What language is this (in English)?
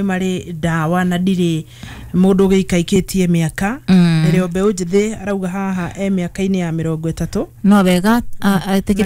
Kikuyu